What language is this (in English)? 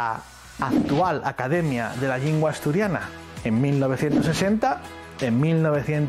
Asturian